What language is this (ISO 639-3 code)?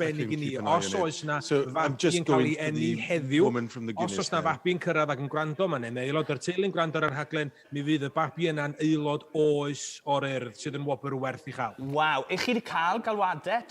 cym